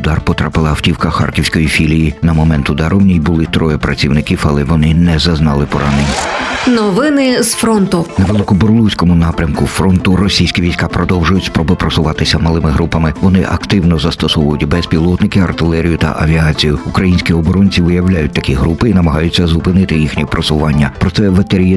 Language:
Ukrainian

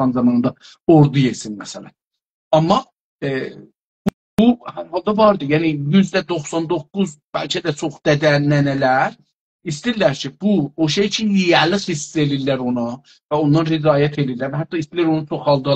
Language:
South Azerbaijani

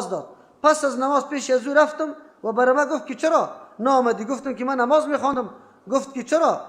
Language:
Persian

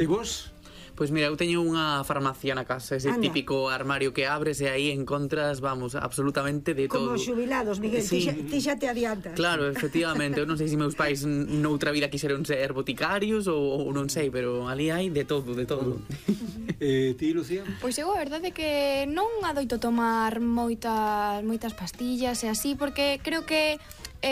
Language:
Galician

